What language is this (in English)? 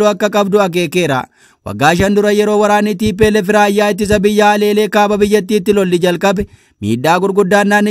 Oromo